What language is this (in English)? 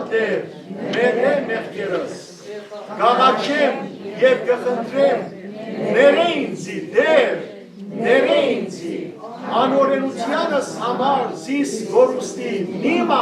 Western Armenian